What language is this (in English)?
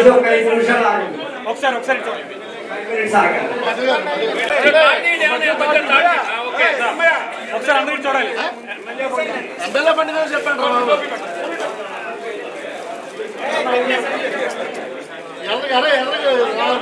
Telugu